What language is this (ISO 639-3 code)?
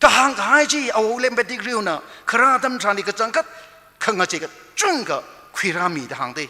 nmf